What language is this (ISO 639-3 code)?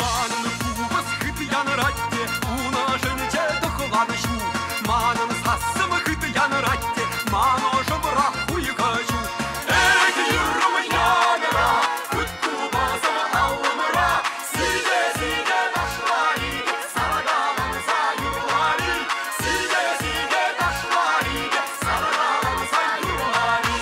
chv